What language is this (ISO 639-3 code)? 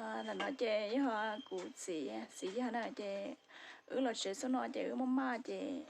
hmn